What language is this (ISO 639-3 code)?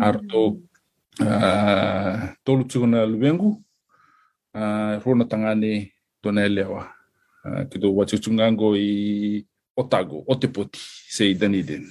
fij